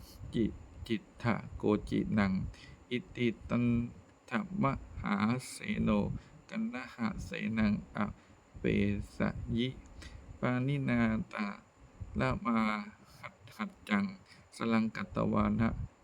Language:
Pali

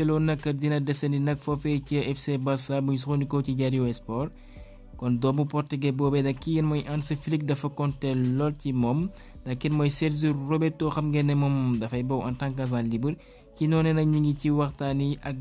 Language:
Wolof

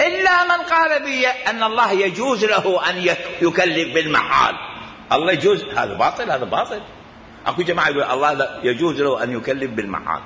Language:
Mesopotamian Arabic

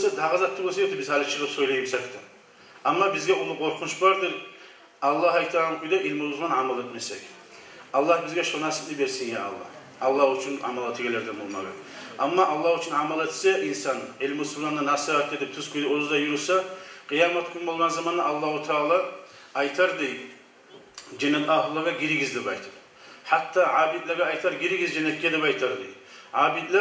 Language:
Kumyk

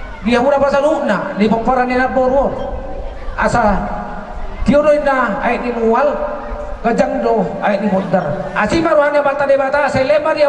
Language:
Batak Toba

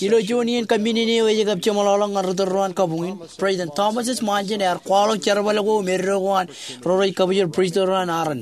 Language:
Marshallese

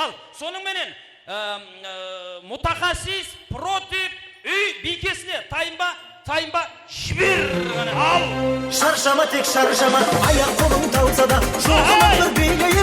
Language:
Kara-Kalpak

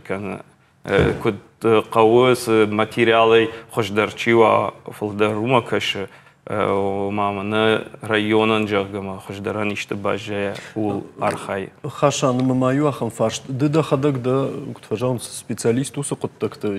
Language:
Ossetic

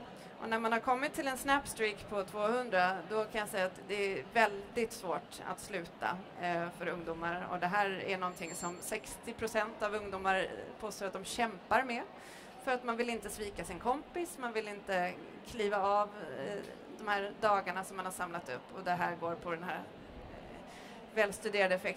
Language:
Swedish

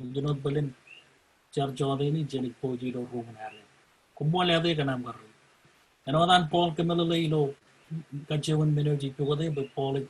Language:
Marshallese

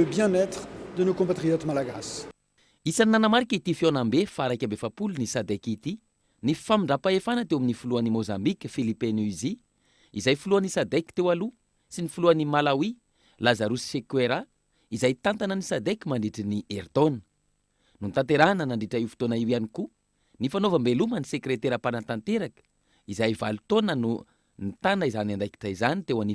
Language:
Malagasy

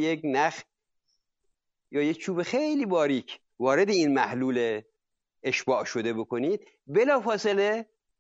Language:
Persian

